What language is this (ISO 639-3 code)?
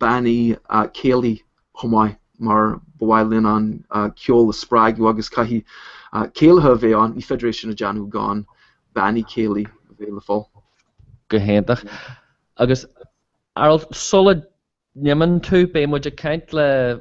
gle